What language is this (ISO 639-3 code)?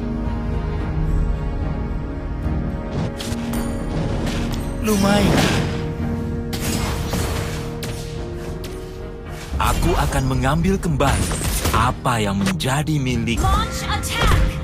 ind